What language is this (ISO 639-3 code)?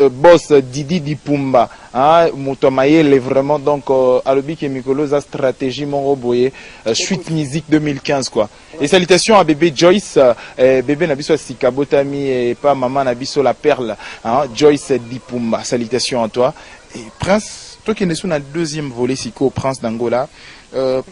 lin